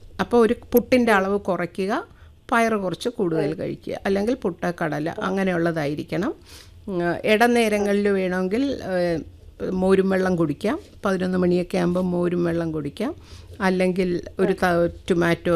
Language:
Malayalam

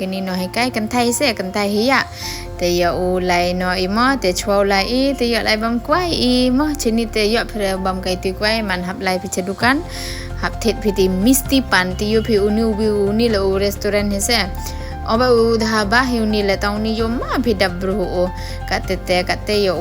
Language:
Pnar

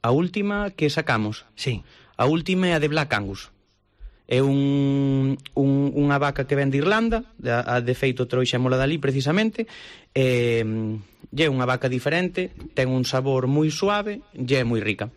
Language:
Galician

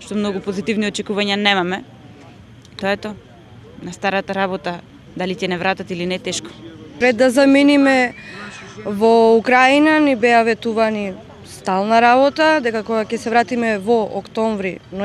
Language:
Macedonian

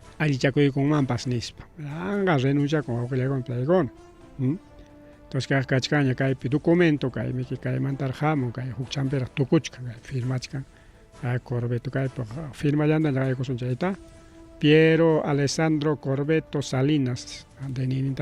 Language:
Ayacucho Quechua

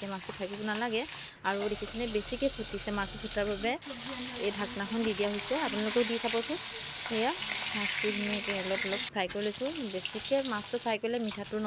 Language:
Assamese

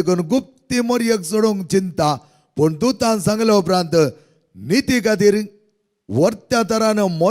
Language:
Konkani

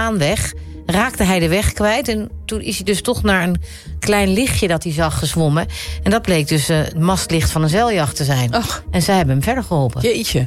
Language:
Dutch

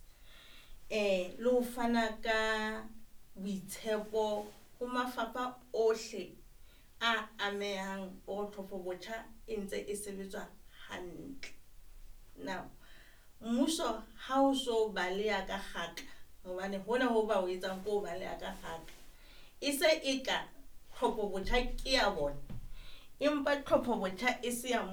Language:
Southern Sotho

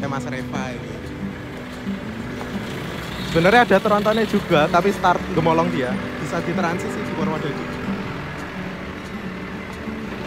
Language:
Indonesian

